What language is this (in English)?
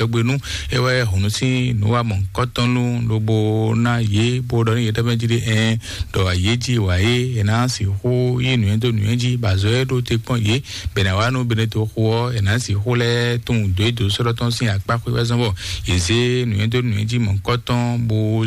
Fon